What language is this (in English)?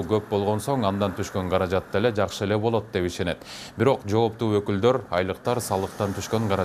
Kyrgyz